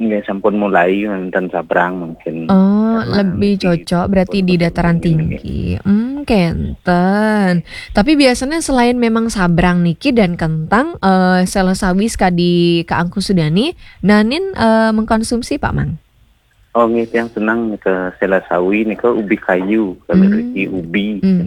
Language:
Balinese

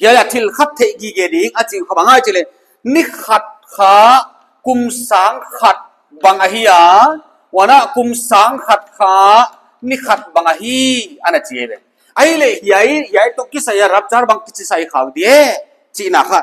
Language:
Paite Chin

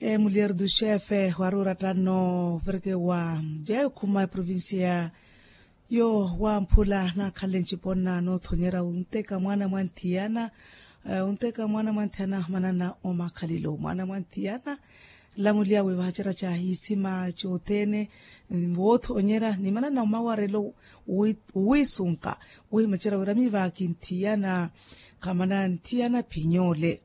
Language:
Makhuwa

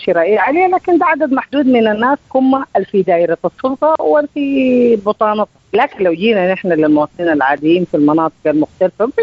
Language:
Sudanese Arabic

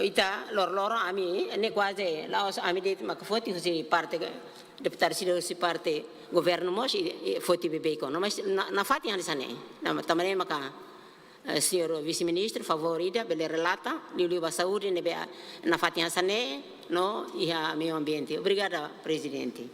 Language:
Tetum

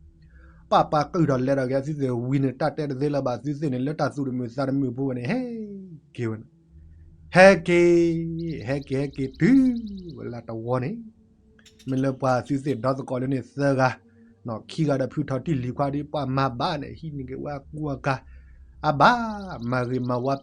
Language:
S'gaw Karen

